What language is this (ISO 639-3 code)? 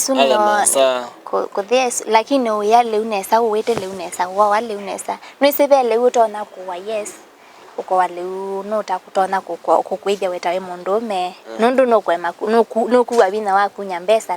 kam